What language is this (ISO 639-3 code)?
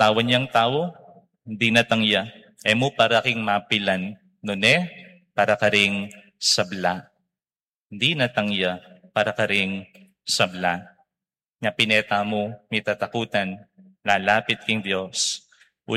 pam